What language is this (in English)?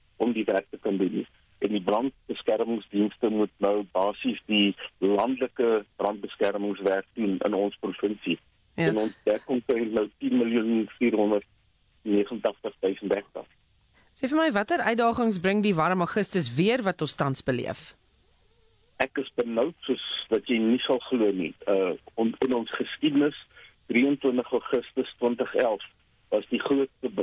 Afrikaans